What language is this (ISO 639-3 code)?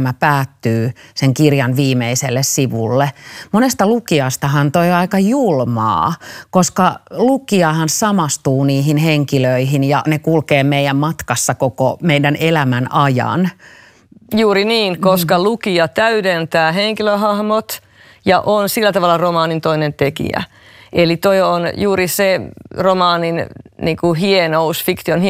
fin